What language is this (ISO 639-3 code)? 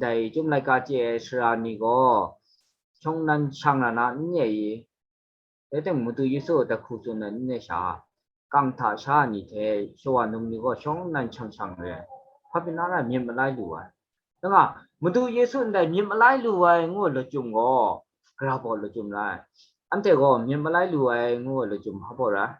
kac